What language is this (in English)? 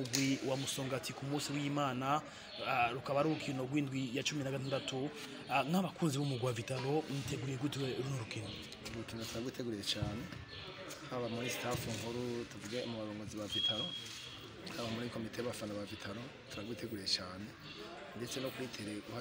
Rundi